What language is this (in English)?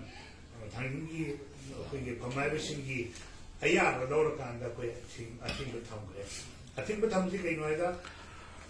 Manipuri